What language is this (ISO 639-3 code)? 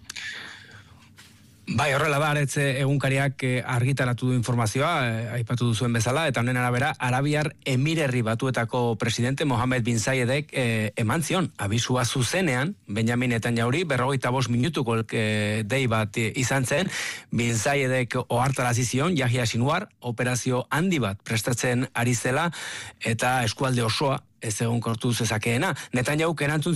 eus